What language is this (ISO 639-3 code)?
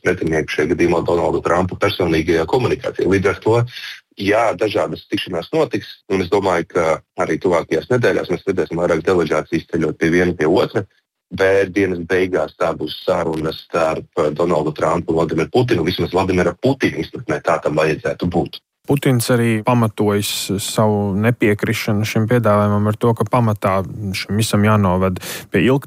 lav